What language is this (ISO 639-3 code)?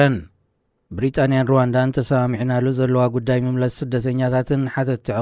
tir